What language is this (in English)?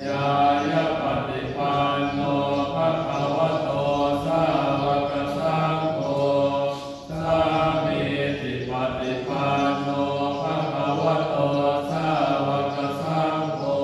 Pali